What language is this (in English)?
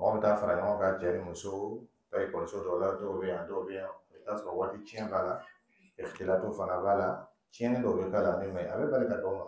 Dyula